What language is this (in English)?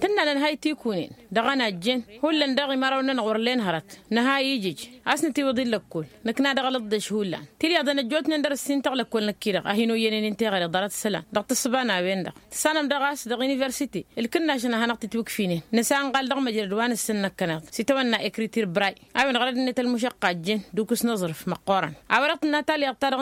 Tamasheq